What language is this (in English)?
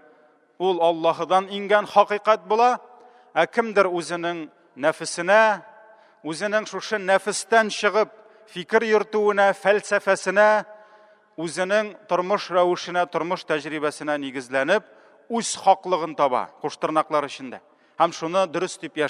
Tatar